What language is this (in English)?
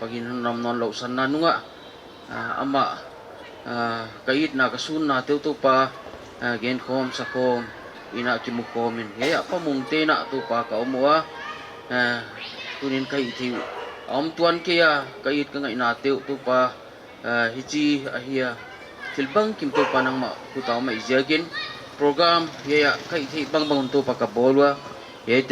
Paite Chin